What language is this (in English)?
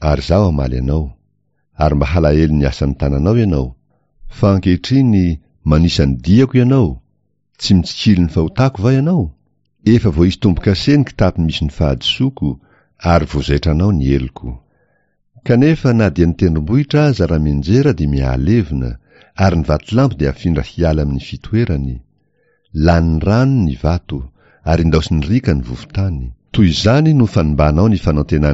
Malagasy